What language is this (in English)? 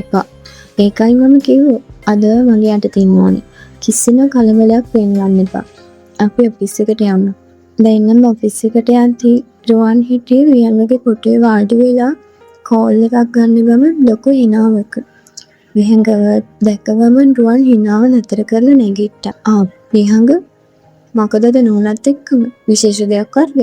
Sinhala